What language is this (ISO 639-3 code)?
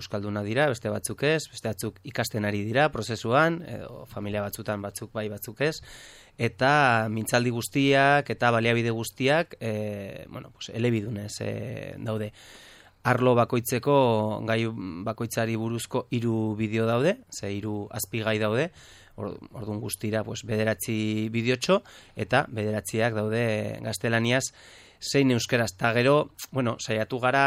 eus